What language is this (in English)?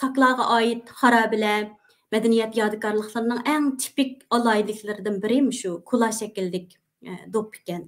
Uyghur